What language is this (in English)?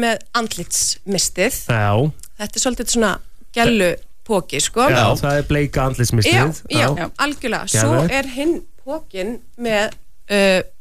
Icelandic